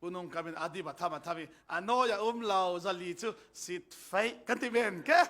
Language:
Falam Chin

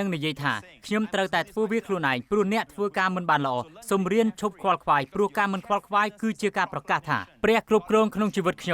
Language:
Khmer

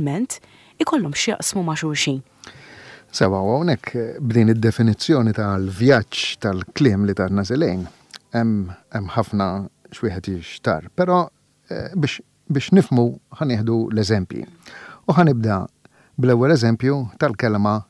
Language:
Maltese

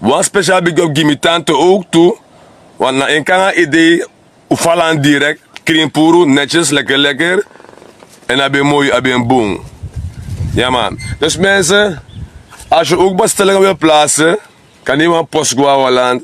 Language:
Sranan Tongo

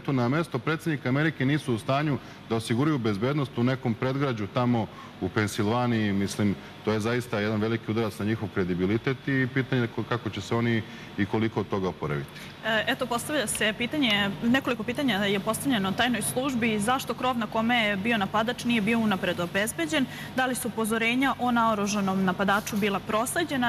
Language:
Serbian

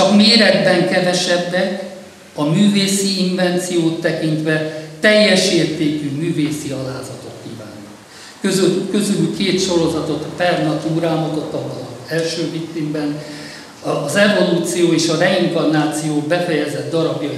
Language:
Hungarian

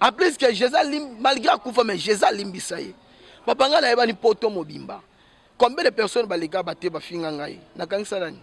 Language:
Lingala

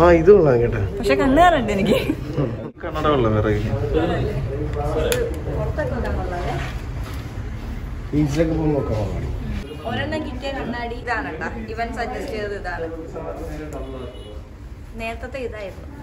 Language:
Malayalam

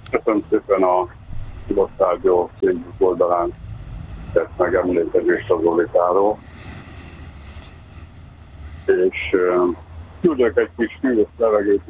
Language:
Hungarian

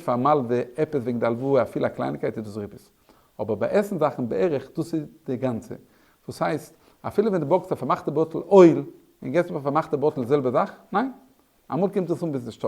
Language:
Yiddish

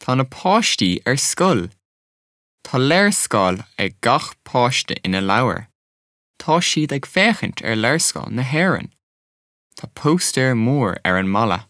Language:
Irish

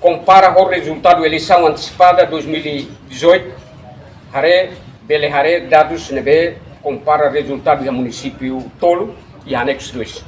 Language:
Tetum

